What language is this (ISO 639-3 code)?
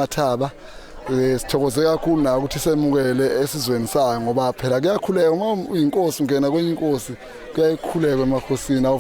zul